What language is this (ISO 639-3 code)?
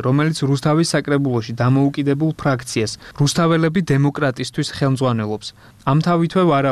kat